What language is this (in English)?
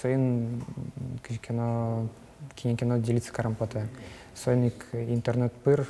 Udmurt